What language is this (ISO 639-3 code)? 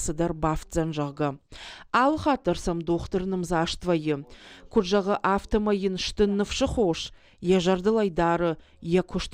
oss